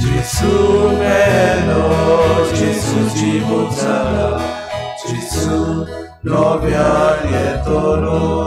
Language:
Konkani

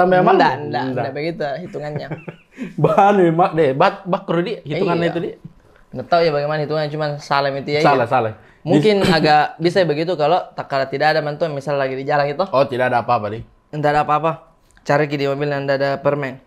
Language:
Makassar Malay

